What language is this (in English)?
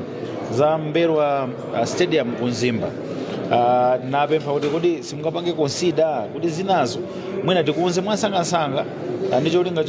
Nyanja